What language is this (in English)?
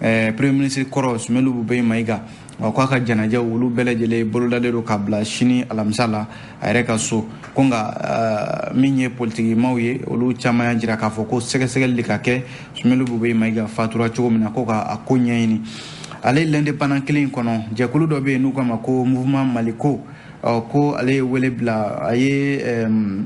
Bambara